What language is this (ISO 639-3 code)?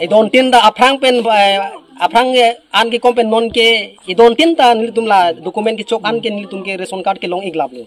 mjw